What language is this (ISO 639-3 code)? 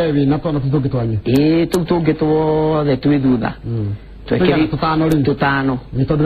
kik